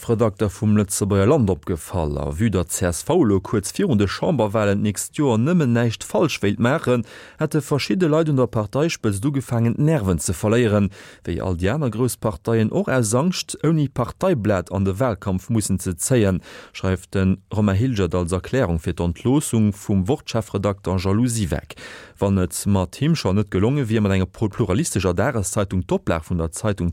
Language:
Luxembourgish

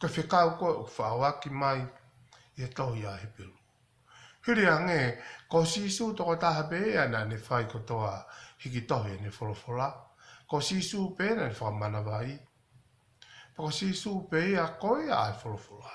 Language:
Tongan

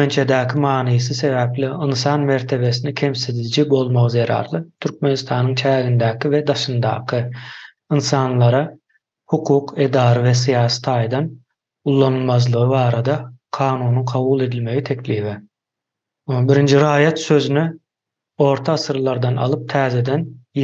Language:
Turkmen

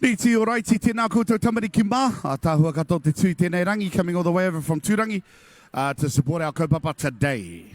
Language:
Māori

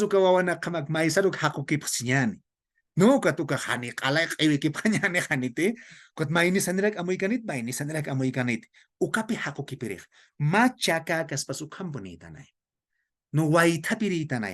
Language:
Aymara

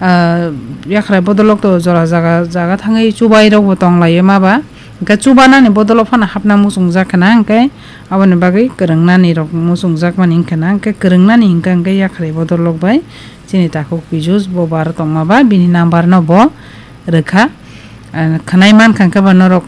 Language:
Kok Borok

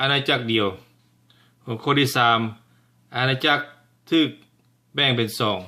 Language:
Lao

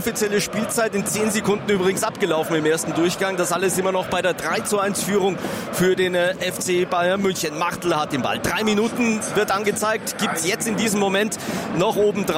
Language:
German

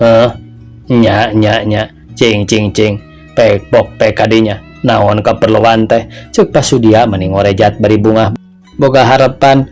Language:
Sundanese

